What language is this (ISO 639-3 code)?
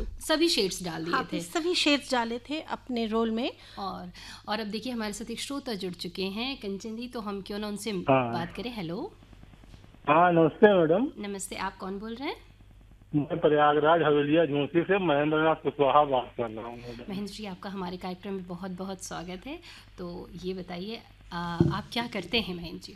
hin